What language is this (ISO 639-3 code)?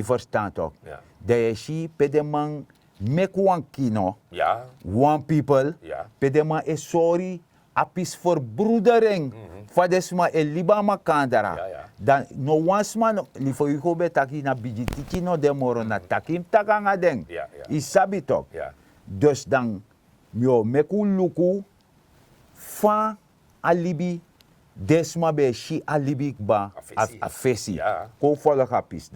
srn